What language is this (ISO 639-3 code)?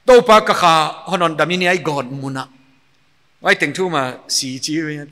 pck